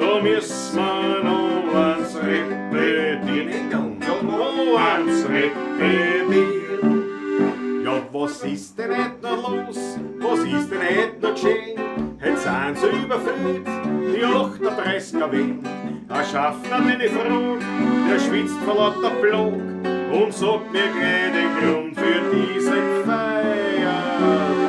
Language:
Bavarian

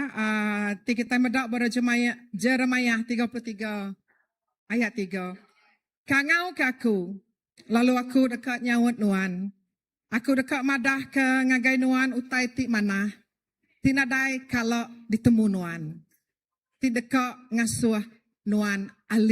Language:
Iban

